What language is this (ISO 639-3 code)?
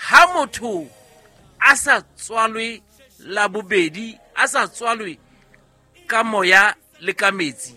sot